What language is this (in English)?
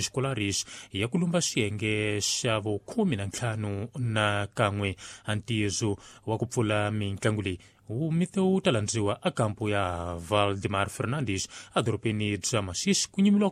Tsonga